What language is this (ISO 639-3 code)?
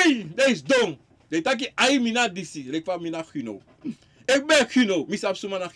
srn